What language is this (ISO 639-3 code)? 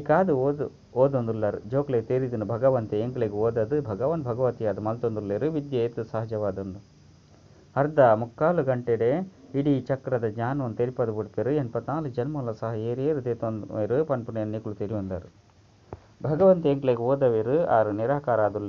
tcy